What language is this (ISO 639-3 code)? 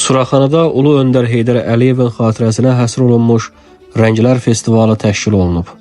aze